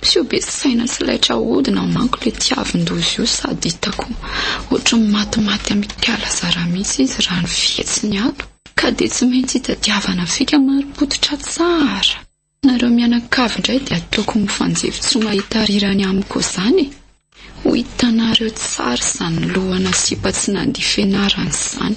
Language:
Malagasy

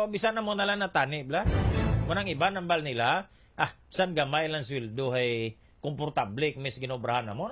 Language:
Hiligaynon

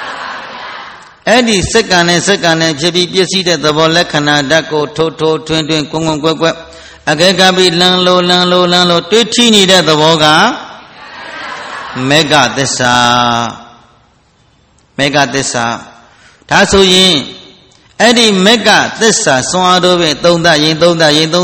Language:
Burmese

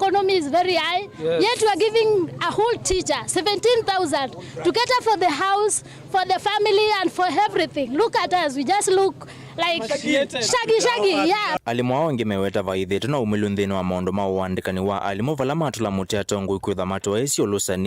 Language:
Kamba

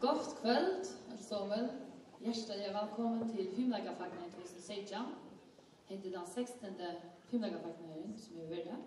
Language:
Faroese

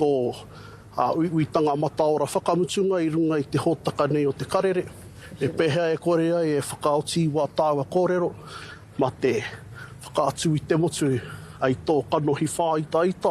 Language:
Māori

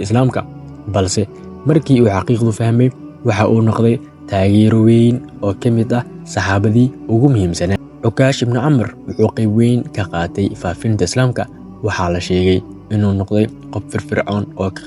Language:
Somali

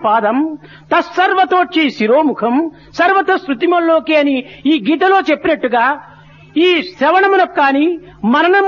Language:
Telugu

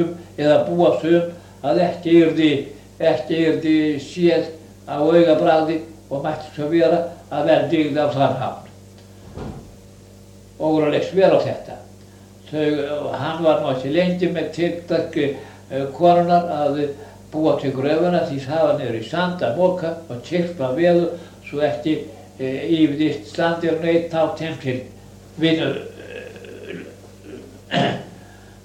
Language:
Icelandic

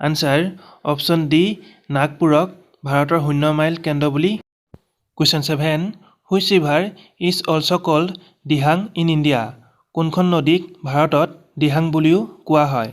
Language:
Assamese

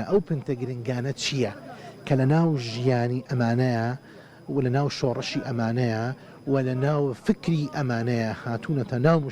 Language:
Central Kurdish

